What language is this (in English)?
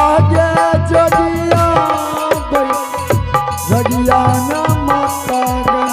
Angika